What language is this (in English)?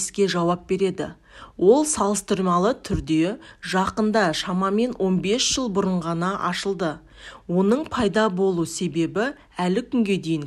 Kazakh